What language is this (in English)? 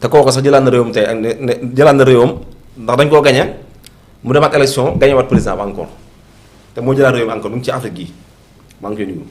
Wolof